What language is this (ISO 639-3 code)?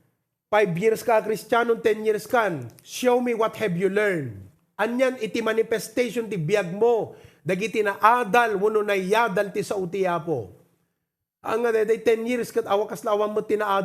ilo